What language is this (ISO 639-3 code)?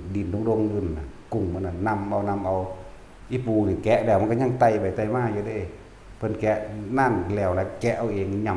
tts